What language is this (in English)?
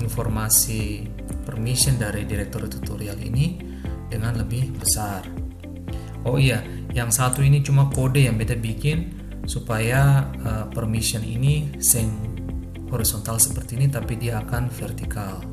Ambonese Malay